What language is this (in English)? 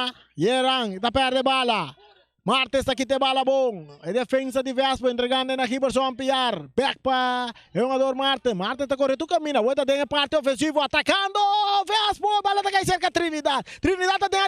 Papiamento